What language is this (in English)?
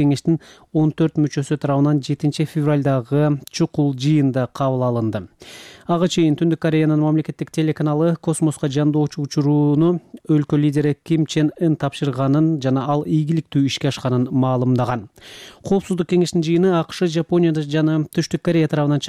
Kyrgyz